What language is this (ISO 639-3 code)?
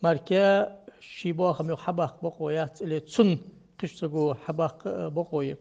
inh